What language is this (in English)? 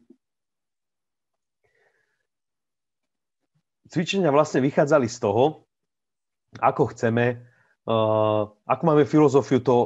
Slovak